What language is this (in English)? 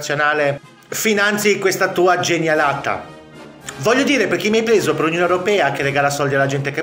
Italian